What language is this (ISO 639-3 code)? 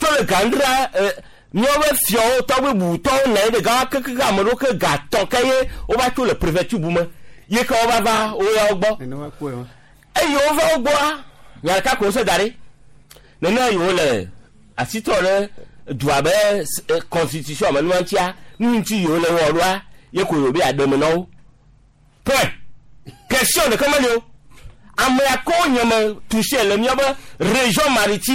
gej